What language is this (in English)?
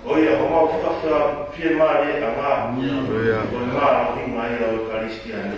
Tongan